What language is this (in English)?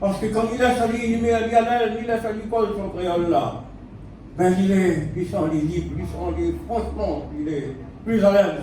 Réunion Creole French